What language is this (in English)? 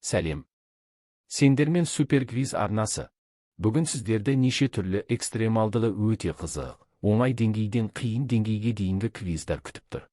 Kazakh